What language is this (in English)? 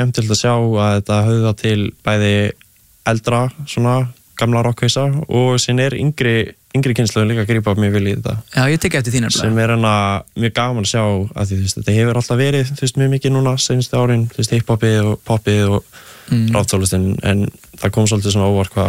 Icelandic